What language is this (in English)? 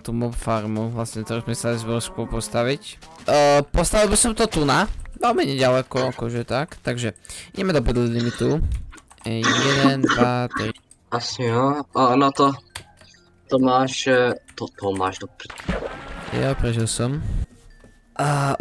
Slovak